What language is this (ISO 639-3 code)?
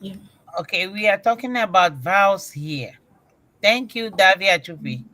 ewe